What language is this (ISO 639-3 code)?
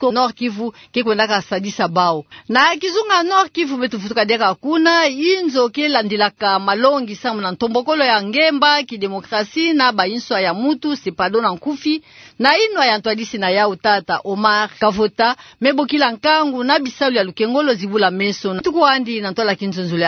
ktu